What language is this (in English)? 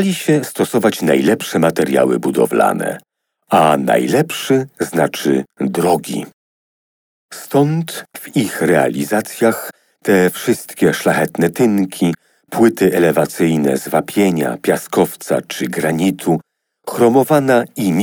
Polish